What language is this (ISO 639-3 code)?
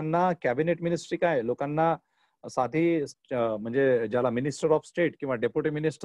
mar